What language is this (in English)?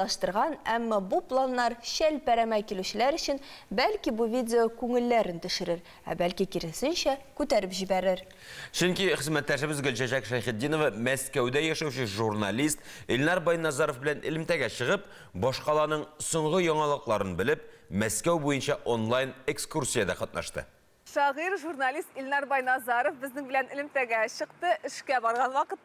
Tatar